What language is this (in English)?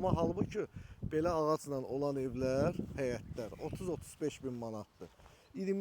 Azerbaijani